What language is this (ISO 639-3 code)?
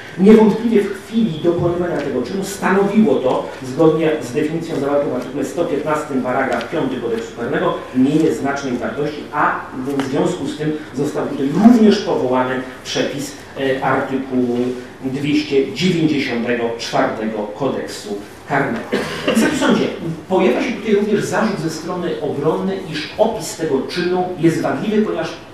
pol